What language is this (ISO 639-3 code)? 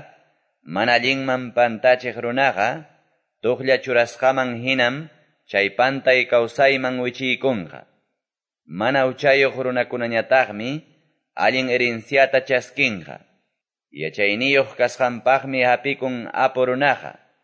que